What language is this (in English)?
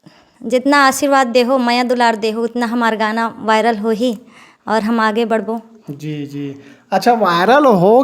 Chhattisgarhi